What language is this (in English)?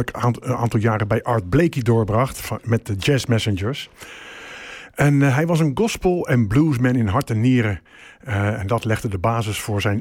Dutch